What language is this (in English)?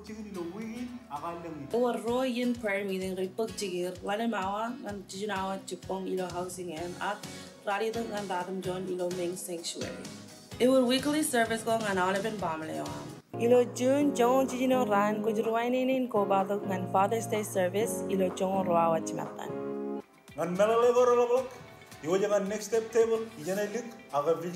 Marshallese